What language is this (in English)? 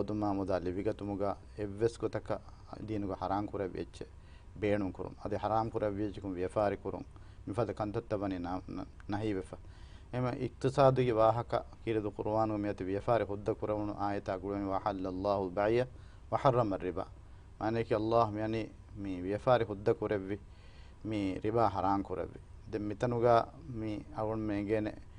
Divehi